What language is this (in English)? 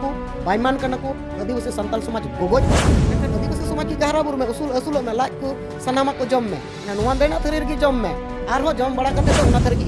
Santali